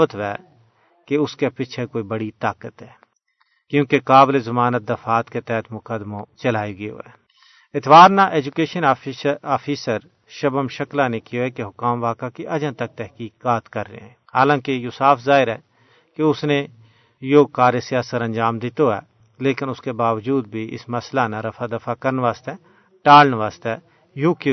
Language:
Gujari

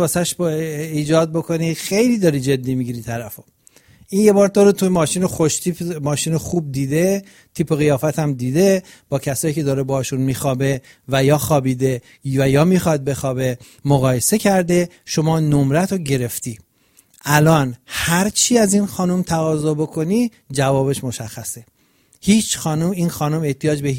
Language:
Persian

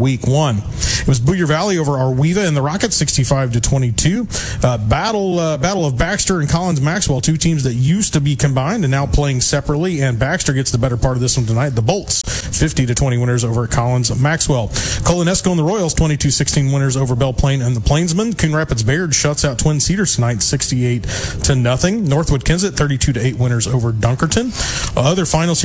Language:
English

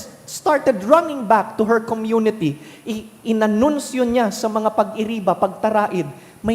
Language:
Bikol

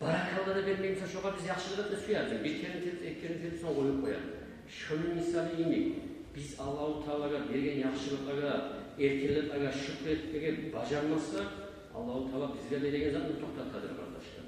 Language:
Kumyk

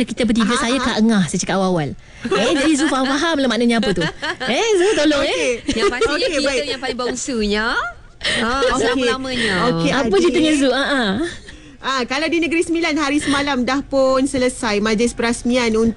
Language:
Malay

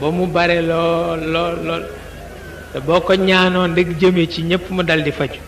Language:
Wolof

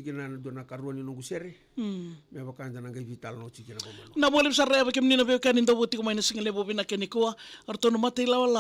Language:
Fijian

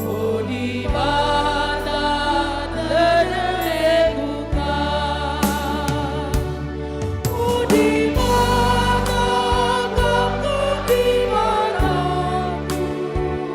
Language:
Batak Karo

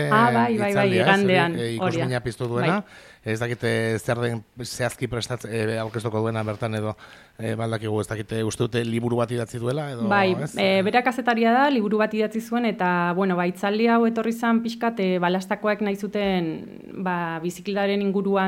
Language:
Basque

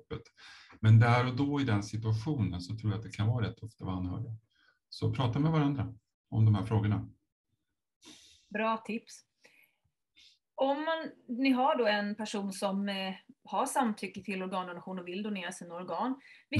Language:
Swedish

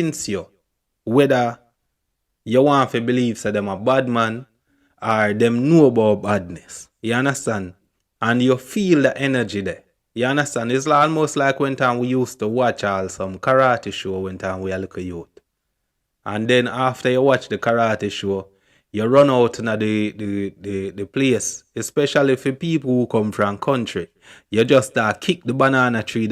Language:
Jamaican Creole English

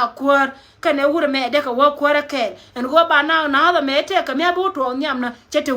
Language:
Nuer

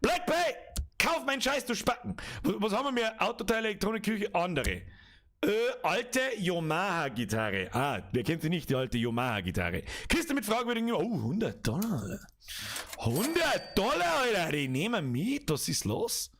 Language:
Bavarian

